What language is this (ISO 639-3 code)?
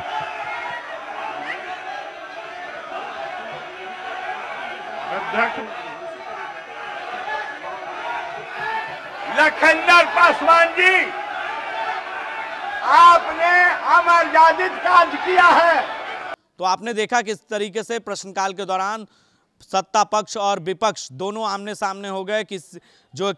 hin